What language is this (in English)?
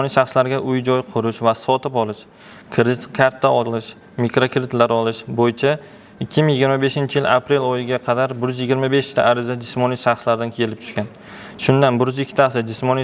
Uzbek